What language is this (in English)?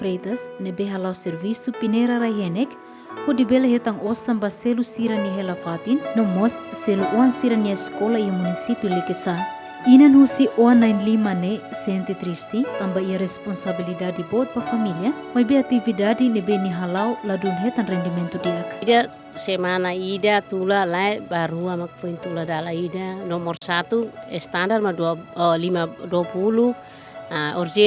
Tetum